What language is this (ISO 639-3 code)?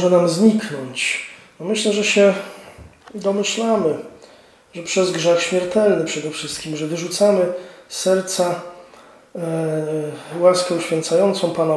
pol